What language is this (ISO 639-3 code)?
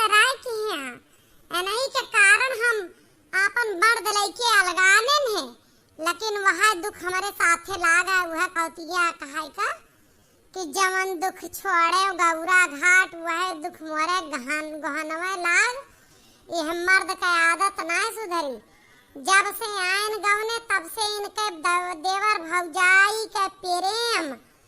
awa